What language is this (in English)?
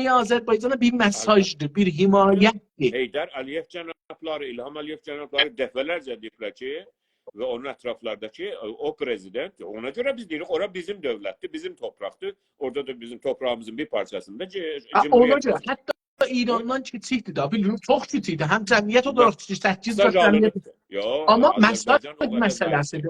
South Azerbaijani